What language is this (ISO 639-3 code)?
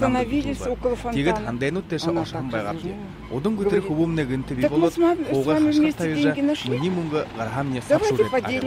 bua